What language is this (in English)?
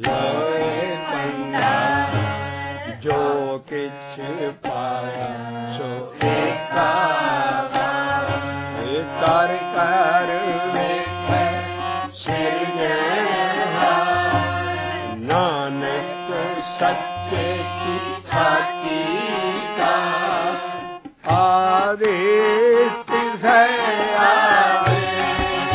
Punjabi